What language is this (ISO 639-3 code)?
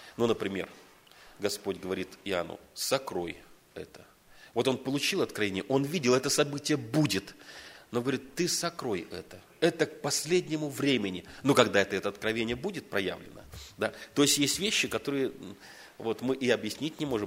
rus